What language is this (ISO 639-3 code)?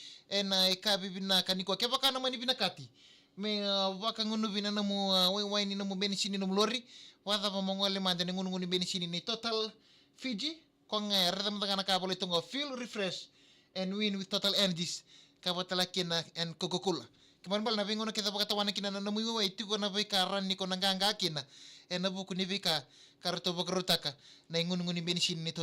fij